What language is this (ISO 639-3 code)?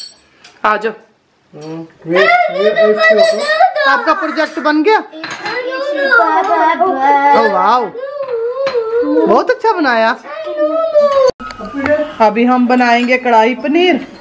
hin